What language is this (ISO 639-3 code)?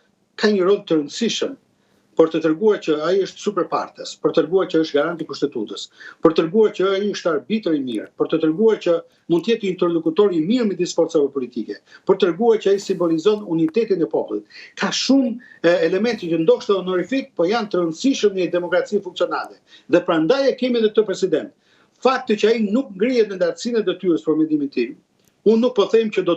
sqi